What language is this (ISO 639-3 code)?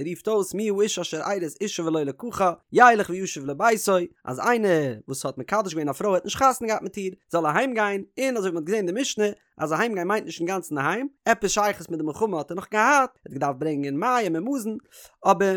yid